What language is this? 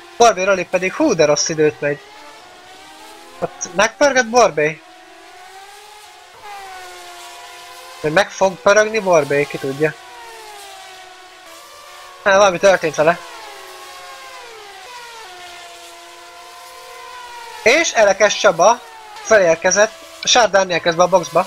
Hungarian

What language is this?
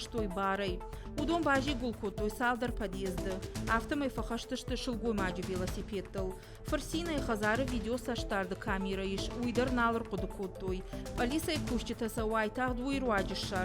Ossetic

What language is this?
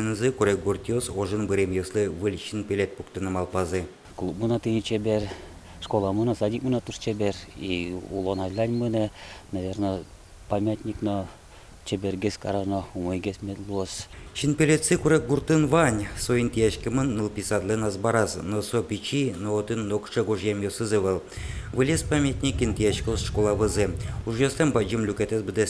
Udmurt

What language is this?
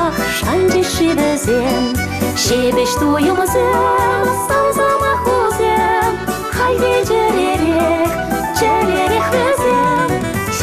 Chuvash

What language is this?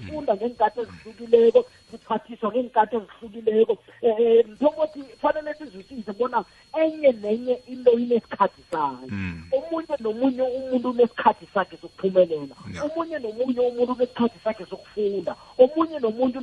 South Ndebele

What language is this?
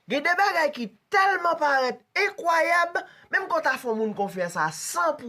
Haitian Creole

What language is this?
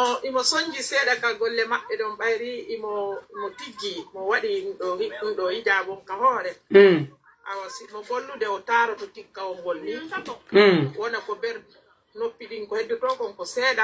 Pular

